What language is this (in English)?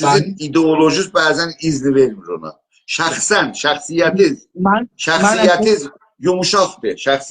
South Azerbaijani